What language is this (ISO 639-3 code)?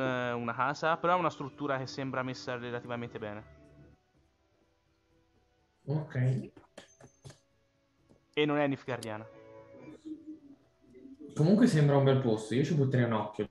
ita